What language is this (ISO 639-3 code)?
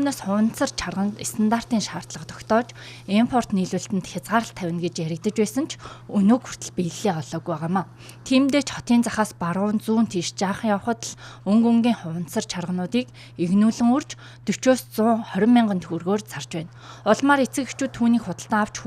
mon